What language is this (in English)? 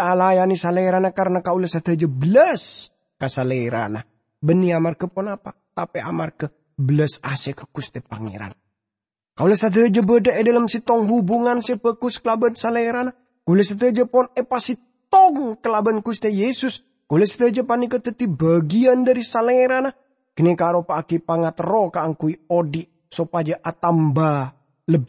Madurese